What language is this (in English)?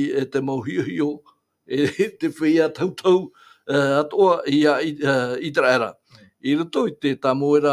Tahitian